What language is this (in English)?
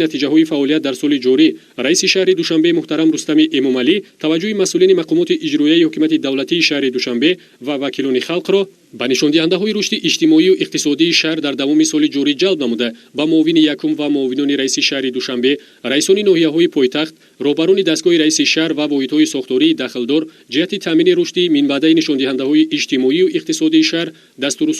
Tajik